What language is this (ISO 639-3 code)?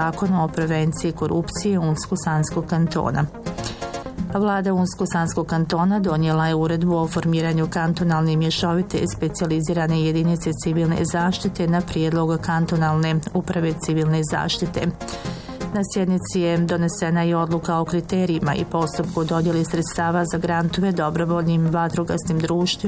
bos